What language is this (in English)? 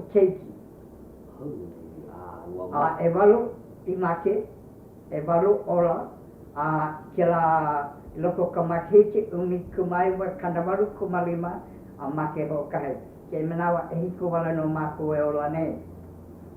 Hawaiian